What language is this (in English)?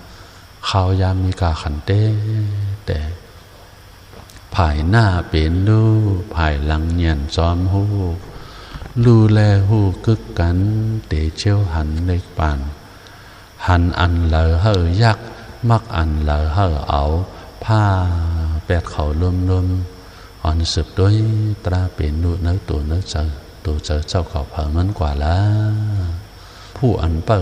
Shan